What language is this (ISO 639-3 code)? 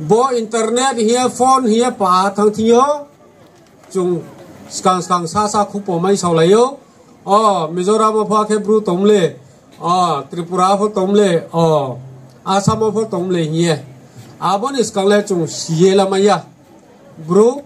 ria